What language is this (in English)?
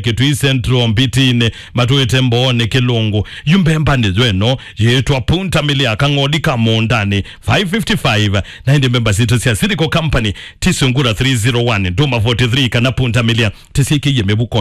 Kamba